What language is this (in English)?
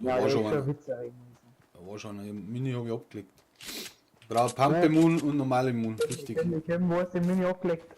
Bavarian